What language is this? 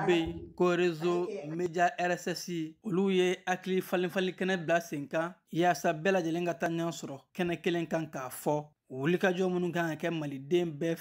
Bambara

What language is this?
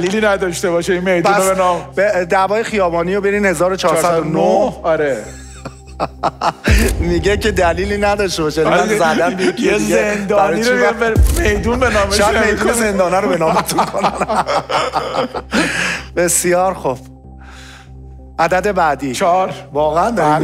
Persian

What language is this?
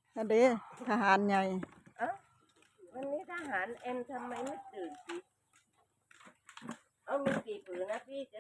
Northeastern Thai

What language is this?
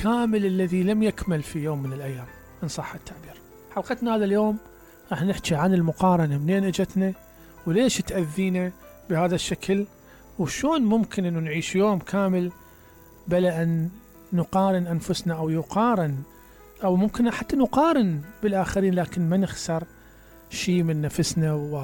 Mesopotamian Arabic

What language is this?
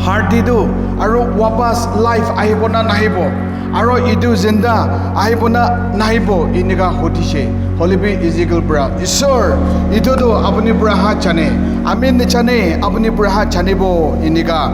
Naga Pidgin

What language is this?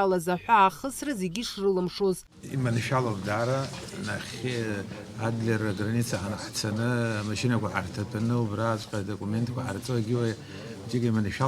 Abkhazian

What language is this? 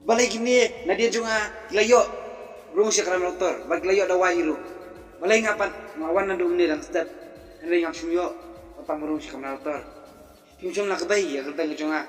Khasi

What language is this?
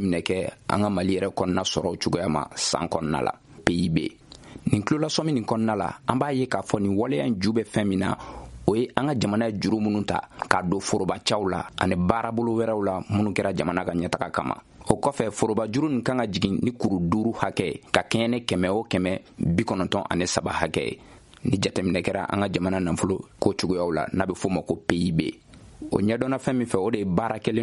Bambara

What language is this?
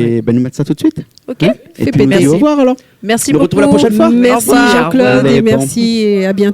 Réunion Creole French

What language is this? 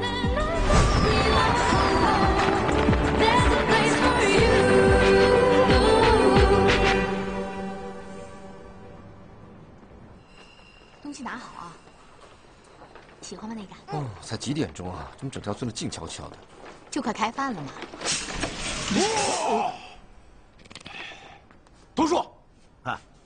Chinese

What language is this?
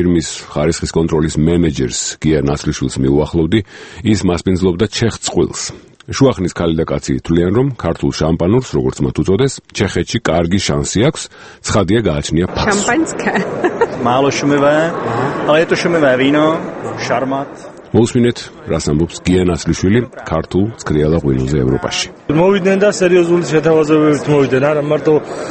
Georgian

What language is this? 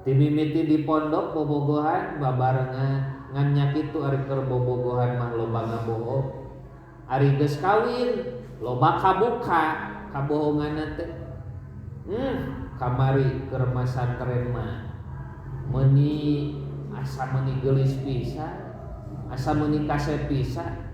Sundanese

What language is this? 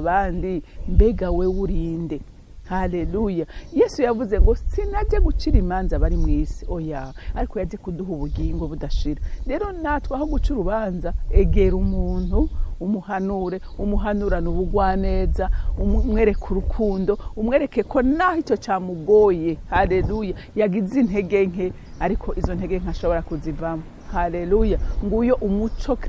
Rundi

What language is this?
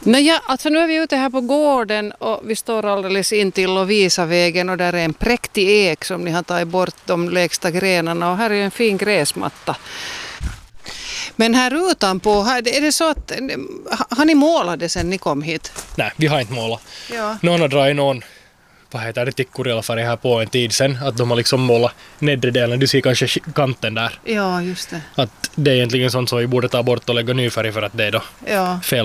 Swedish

